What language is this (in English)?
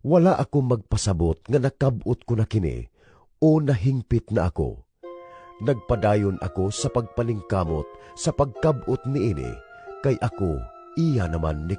Cebuano